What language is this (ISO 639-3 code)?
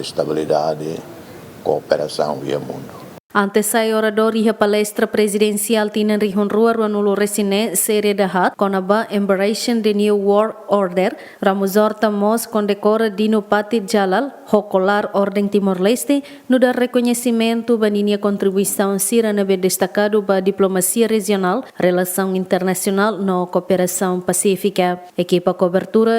tet